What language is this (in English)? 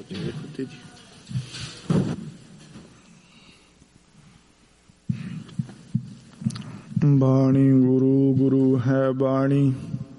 Punjabi